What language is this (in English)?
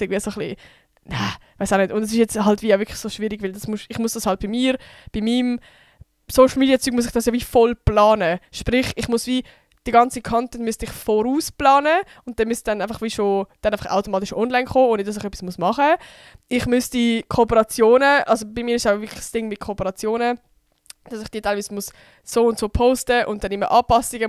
Swiss German